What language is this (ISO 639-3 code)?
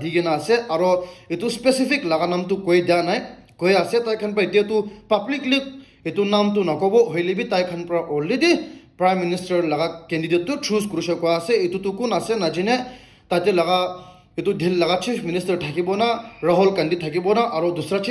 nag